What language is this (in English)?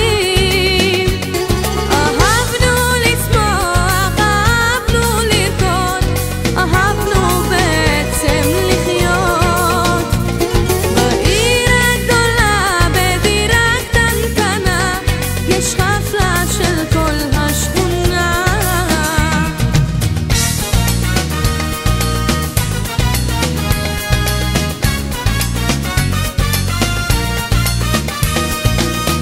Hebrew